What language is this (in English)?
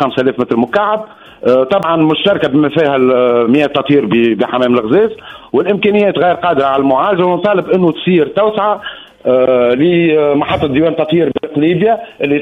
Tunisian Arabic